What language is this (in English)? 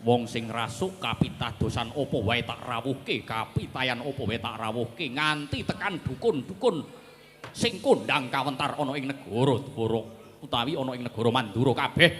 Javanese